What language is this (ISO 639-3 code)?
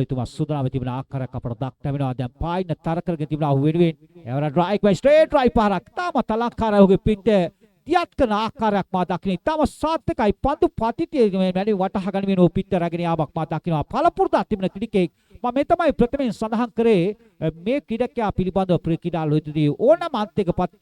sin